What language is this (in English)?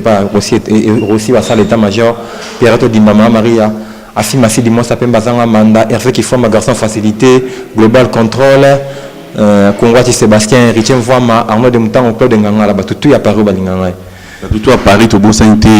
Lingala